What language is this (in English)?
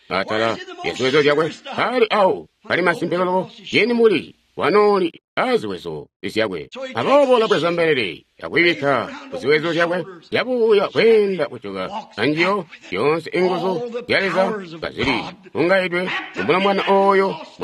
Tonga (Zambia)